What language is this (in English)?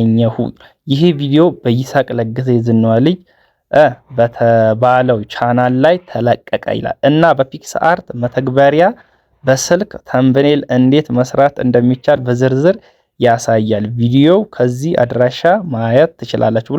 Amharic